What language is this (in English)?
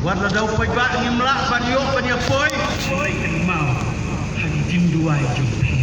Khasi